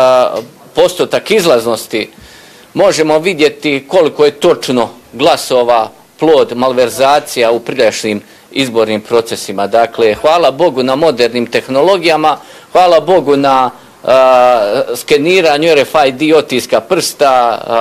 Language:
Bosnian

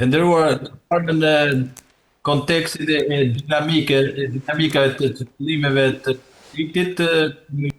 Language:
Albanian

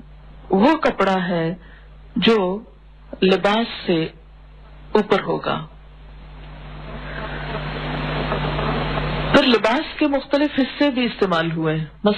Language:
Urdu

